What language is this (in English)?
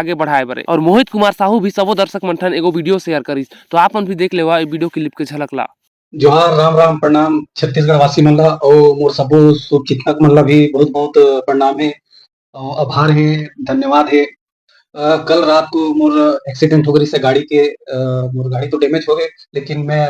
Chhattisgarhi